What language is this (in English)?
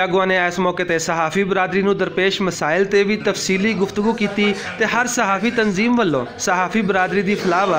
Western Panjabi